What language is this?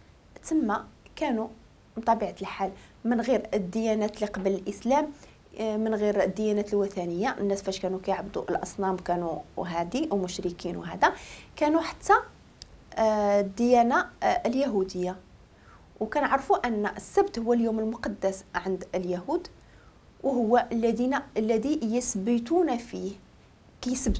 Moroccan Arabic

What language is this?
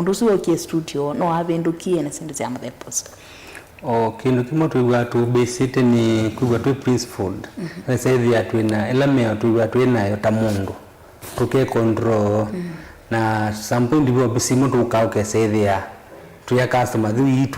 Kamba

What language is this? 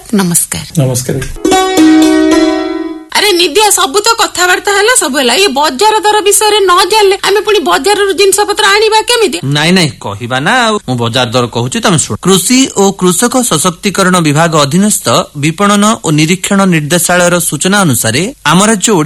Odia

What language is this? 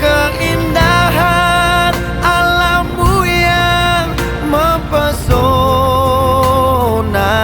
Ambonese Malay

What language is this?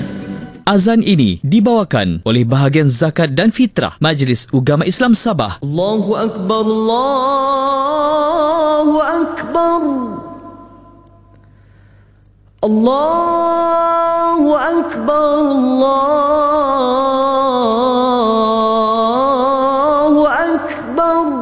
Malay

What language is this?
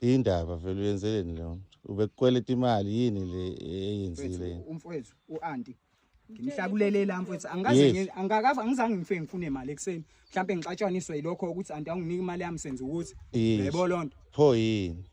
Zulu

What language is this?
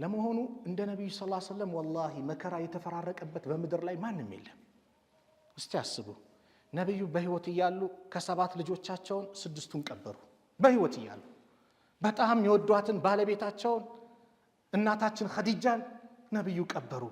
Amharic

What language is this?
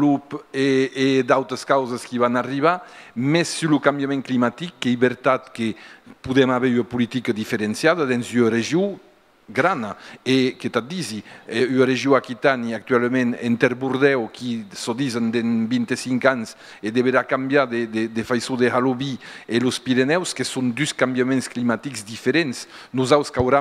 Occitan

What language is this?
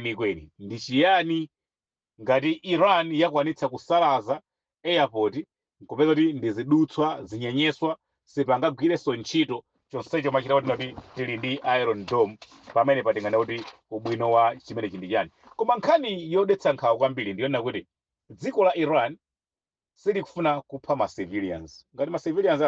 Nyanja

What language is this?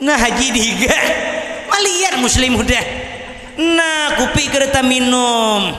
Banjar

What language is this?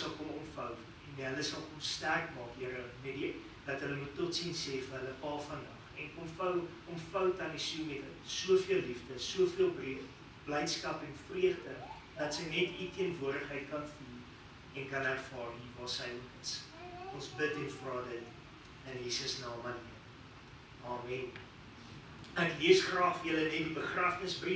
Afrikaans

